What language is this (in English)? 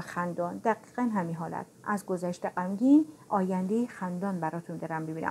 Persian